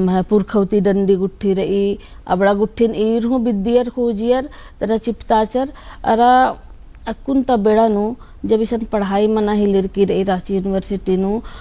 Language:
Kurukh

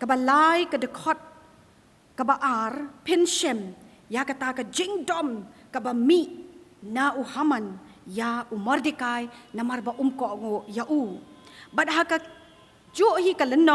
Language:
Khasi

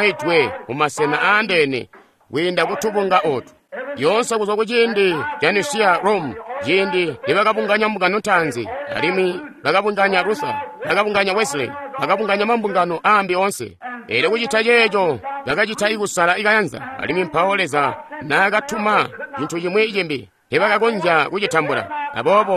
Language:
Tonga (Zambia)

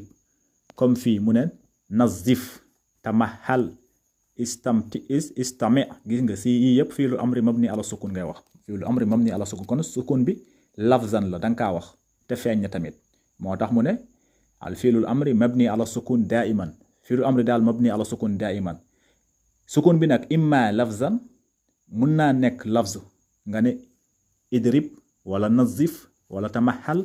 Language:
Wolof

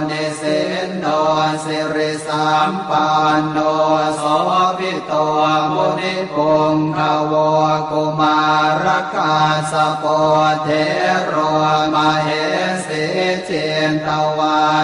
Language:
Pali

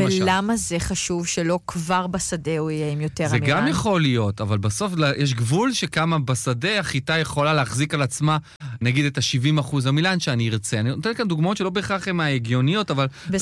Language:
Hebrew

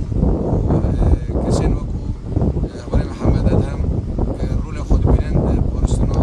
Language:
Kurdish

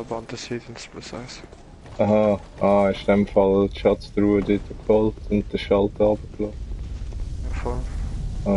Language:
Swiss German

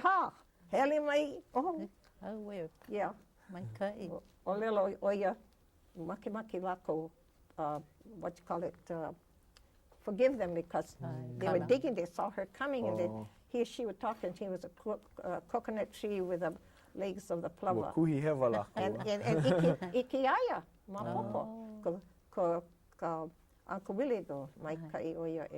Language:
Hawaiian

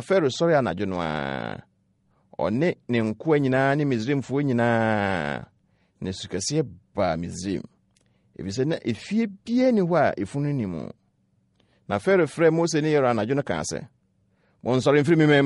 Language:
Akan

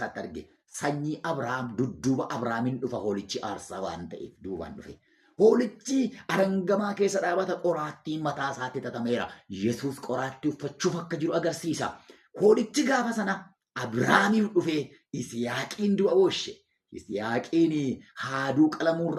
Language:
Oromo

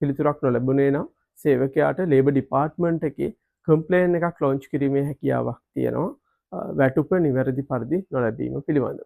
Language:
Sinhala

